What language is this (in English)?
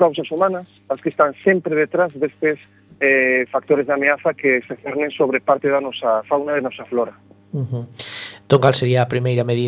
Galician